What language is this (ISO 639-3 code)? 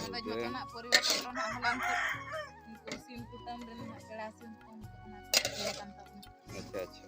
sat